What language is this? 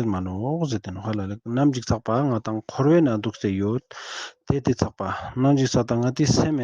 Ladakhi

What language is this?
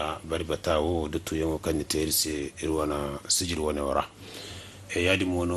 Zarma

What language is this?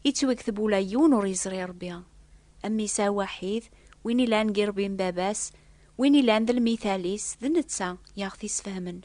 Kabyle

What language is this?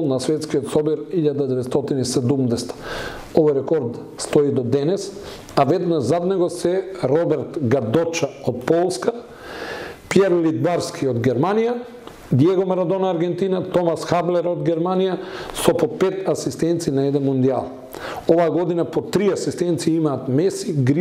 Macedonian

